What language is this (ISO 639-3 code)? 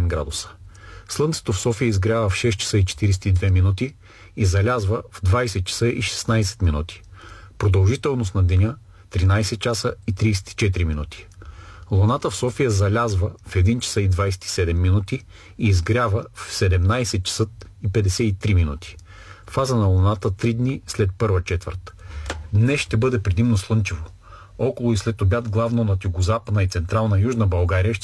bul